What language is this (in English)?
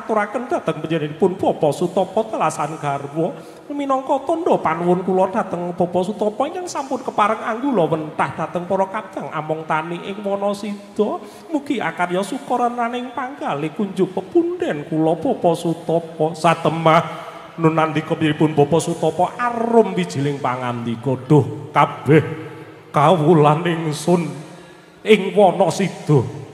Javanese